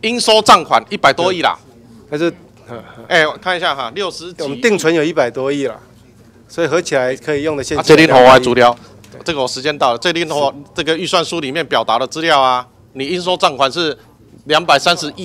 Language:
Chinese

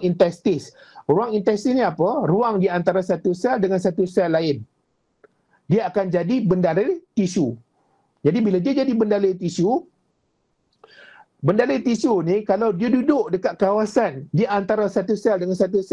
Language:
Malay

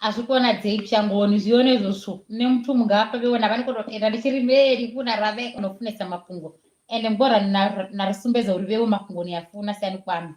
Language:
Venda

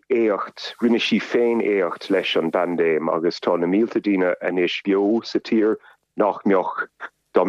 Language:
Irish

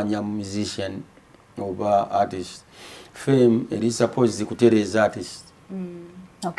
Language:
Ganda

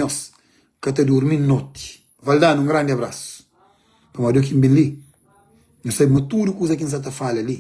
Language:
Kabuverdianu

